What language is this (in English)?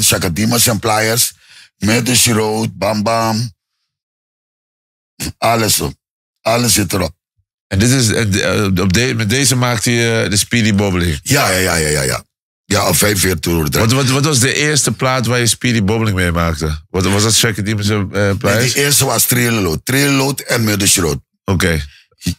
Dutch